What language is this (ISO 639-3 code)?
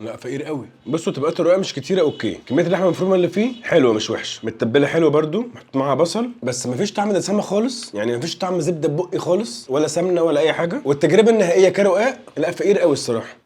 arz